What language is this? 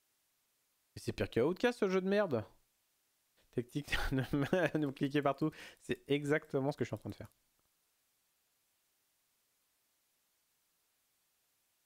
French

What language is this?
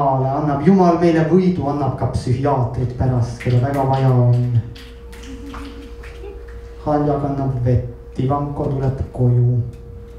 Estonian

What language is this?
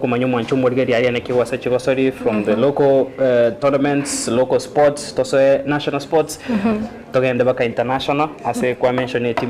Gusii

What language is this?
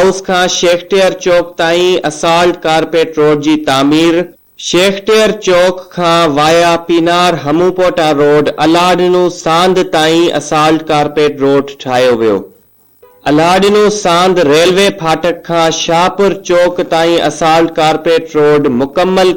Sindhi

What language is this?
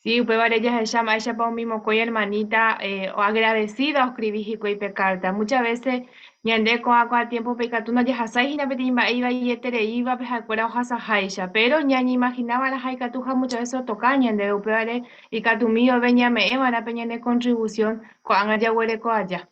Guarani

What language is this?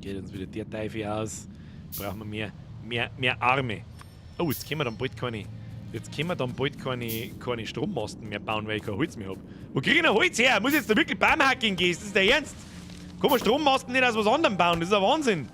Bavarian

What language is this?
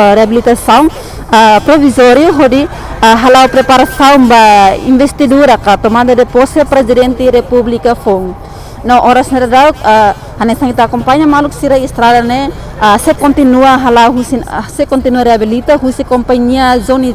Tetum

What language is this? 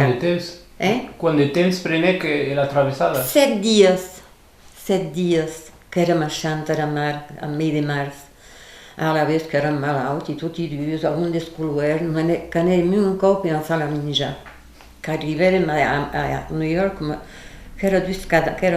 Occitan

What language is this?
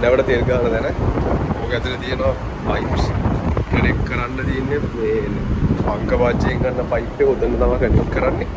Sinhala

